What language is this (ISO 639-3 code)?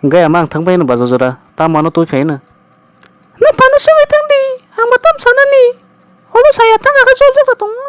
trp